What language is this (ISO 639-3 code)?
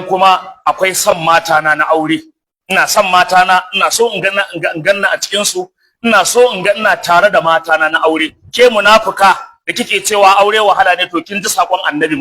hau